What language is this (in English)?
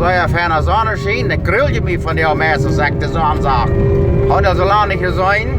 Plautdietsch